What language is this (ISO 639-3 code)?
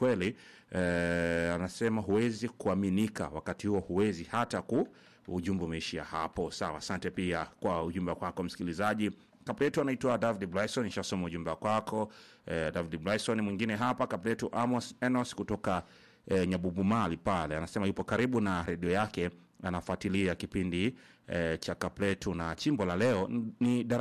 swa